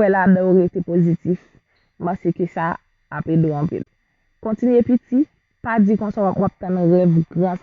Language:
Haitian Creole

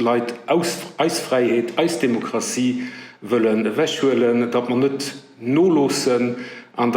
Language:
Luxembourgish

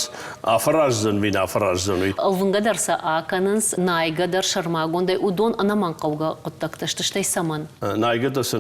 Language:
Ossetic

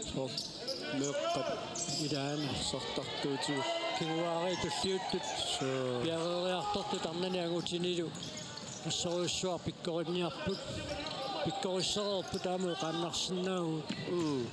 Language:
Kalaallisut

